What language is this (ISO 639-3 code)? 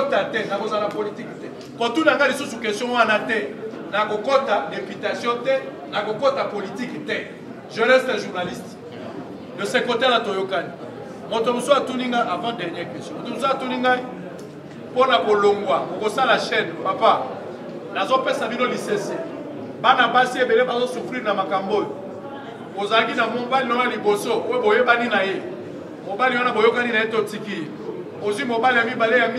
lin